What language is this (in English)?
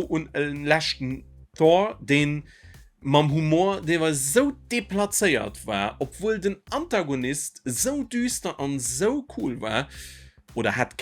Luxembourgish